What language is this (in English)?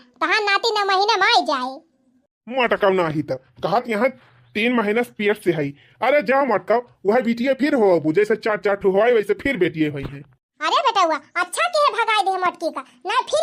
Awadhi